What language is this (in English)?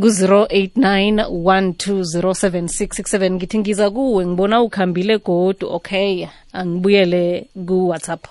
South Ndebele